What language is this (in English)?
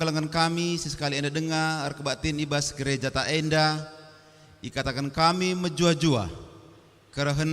Batak Karo